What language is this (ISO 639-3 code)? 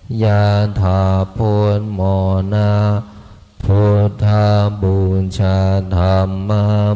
pli